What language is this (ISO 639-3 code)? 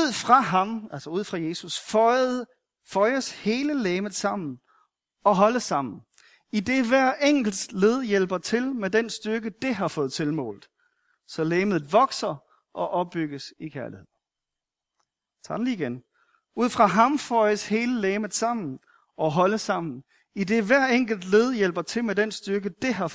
dan